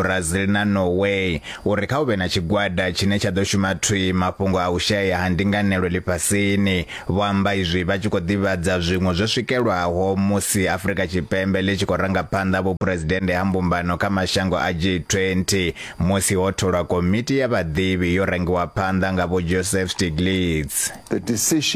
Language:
Venda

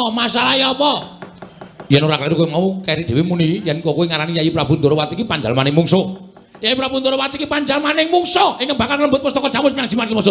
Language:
Javanese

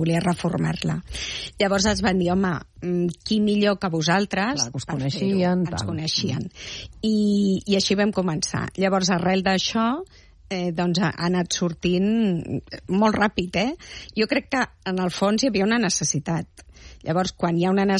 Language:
Catalan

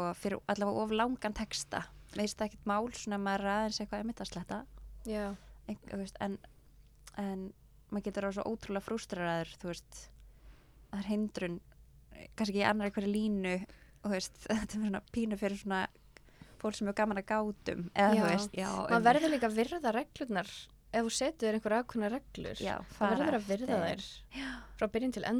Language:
Icelandic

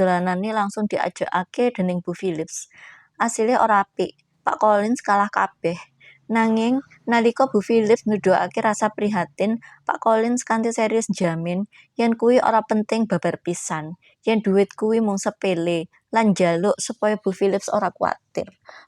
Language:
Javanese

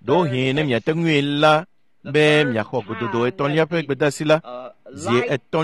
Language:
Ewe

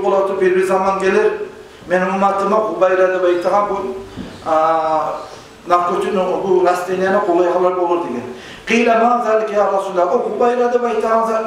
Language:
Kumyk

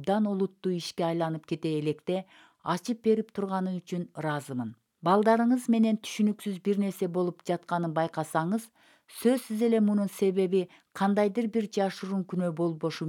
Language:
Kyrgyz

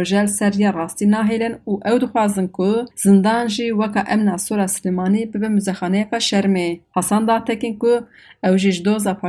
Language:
Kurdish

